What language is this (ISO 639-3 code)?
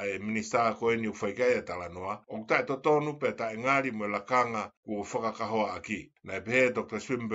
ton